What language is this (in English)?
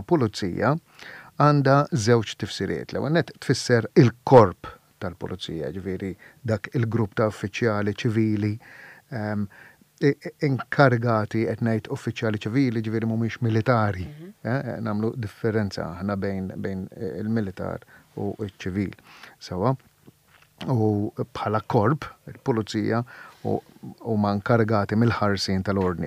Maltese